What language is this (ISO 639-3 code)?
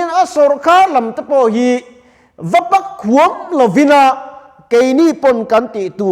lus